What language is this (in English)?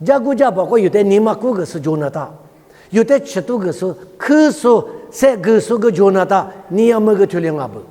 Lisu